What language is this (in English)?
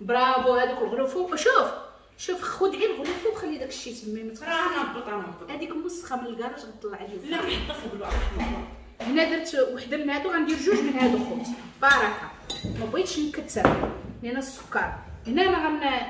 Moroccan Arabic